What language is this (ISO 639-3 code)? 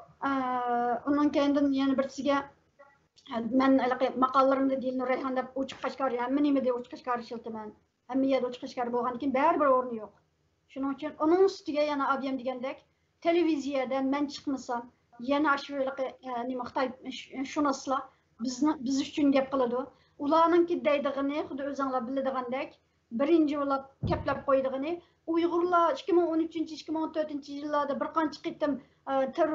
uig